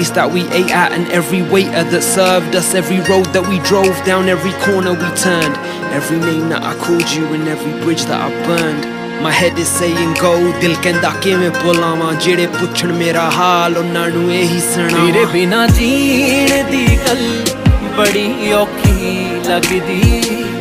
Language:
Punjabi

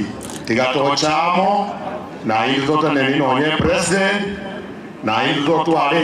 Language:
Gusii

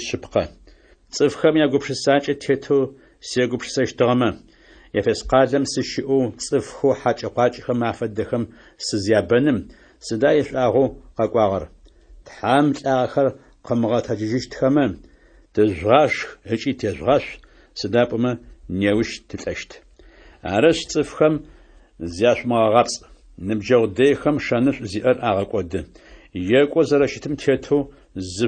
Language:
Adyghe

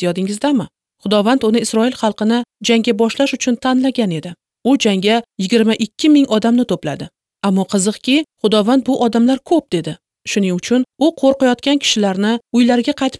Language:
Uzbek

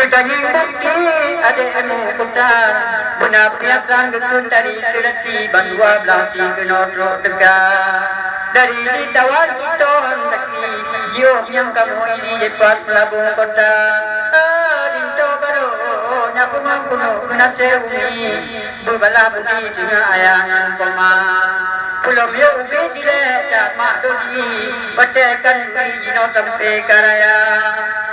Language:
Achinese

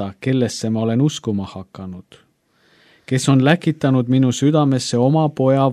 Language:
Estonian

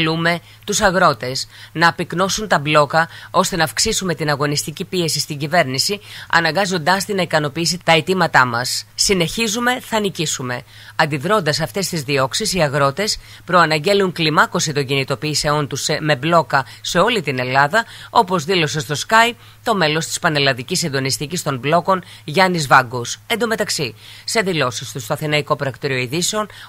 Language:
Greek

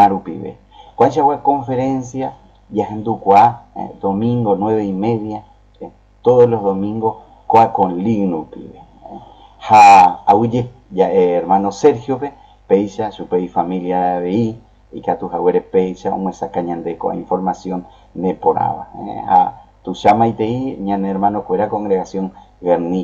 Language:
Guarani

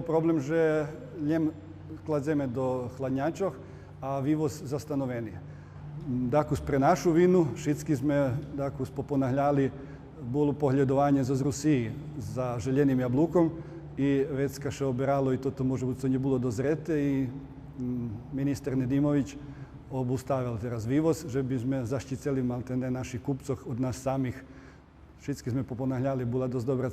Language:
Rusyn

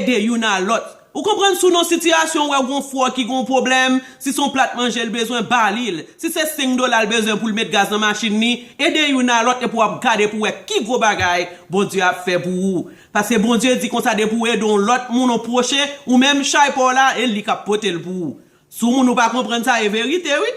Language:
Haitian Creole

